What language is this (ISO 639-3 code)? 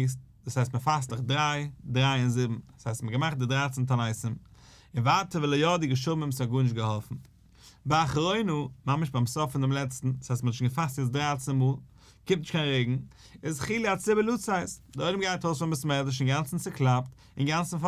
yid